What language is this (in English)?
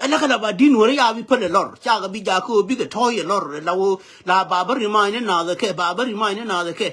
Nuer